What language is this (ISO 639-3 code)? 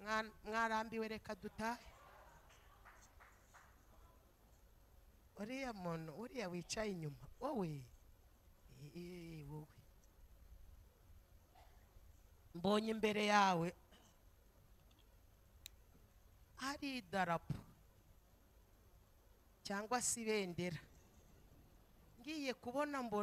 kin